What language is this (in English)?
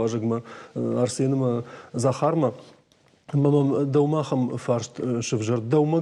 Ossetic